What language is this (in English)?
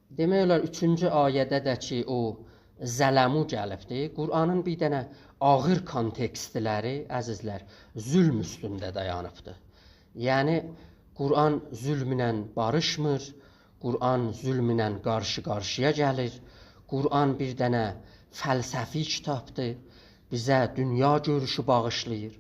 South Azerbaijani